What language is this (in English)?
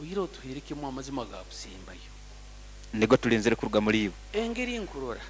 Nyankole